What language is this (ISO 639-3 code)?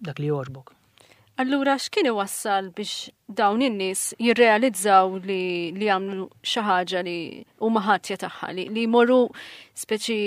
mlt